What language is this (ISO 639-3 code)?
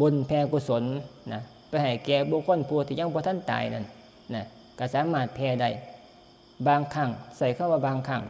tts